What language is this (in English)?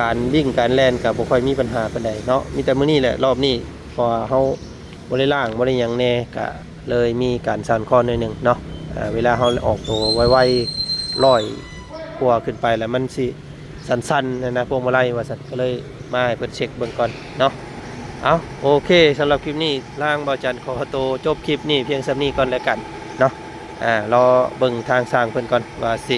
Lao